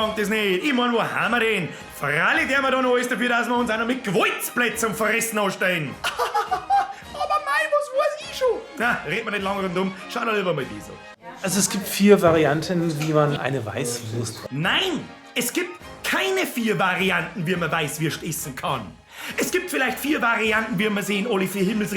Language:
Bavarian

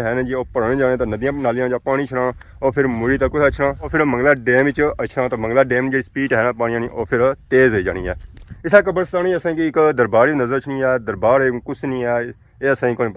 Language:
Pahari-Potwari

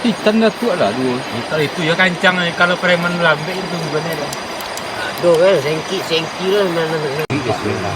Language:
Minangkabau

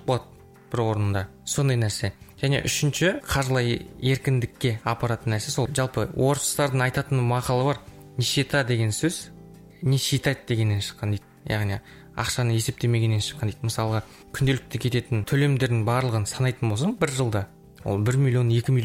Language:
Kazakh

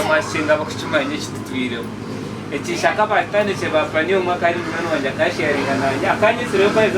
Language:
Nyankole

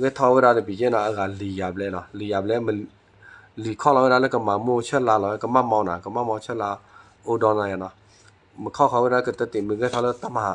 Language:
S'gaw Karen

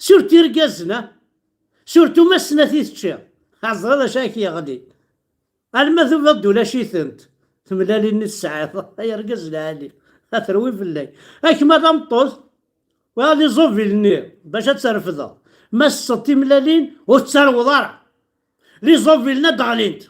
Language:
Kabyle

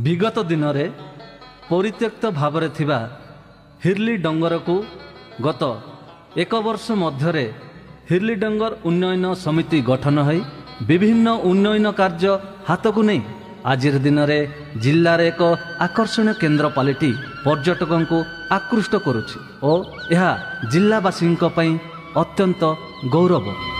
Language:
Odia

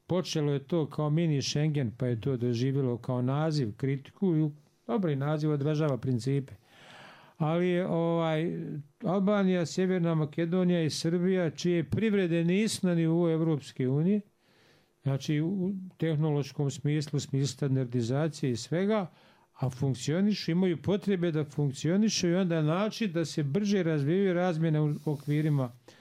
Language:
Bosnian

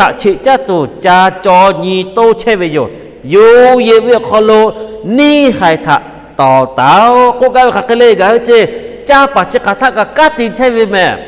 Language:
Lahu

